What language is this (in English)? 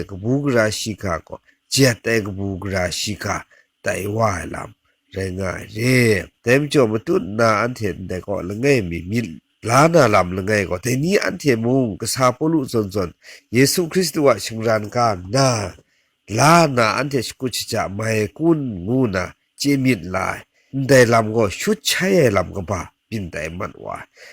Kachin